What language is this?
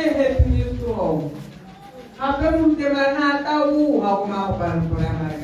Tswana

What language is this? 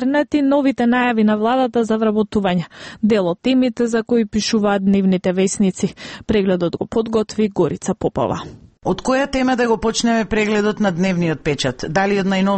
Macedonian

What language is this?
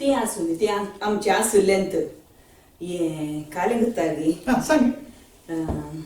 Konkani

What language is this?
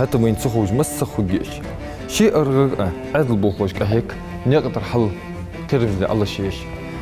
Ingush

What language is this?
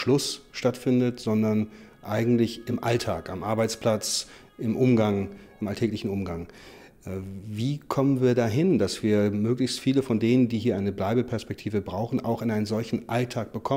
German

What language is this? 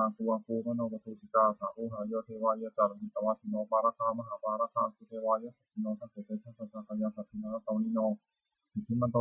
Pali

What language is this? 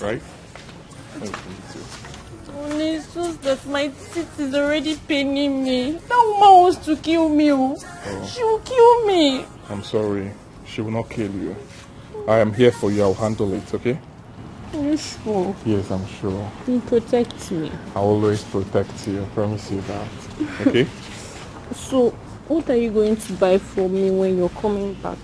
Nigerian Pidgin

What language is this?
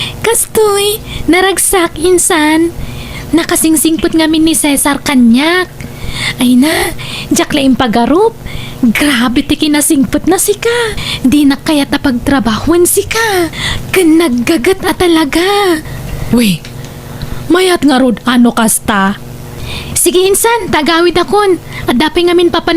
Iloko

